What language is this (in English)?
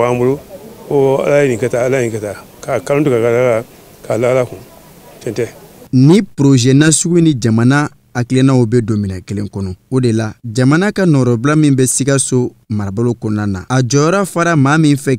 Bambara